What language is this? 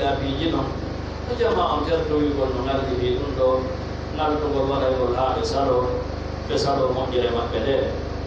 Pular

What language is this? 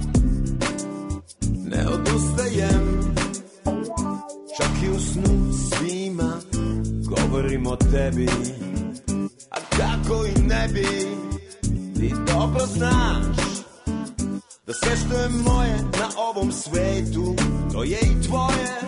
Serbian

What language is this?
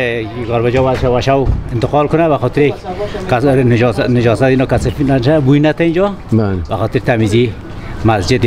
Persian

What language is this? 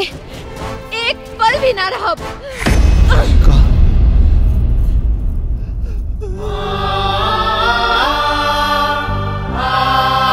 Bhojpuri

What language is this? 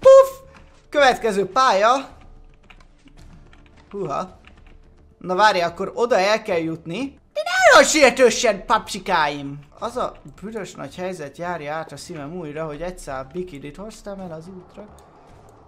Hungarian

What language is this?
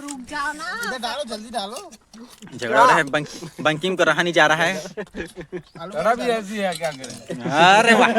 Chhattisgarhi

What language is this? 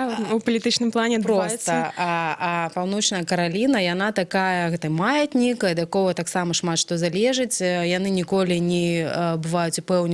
Belarusian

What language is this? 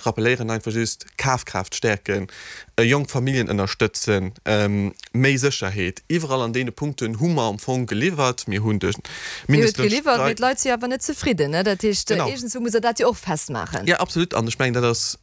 Luxembourgish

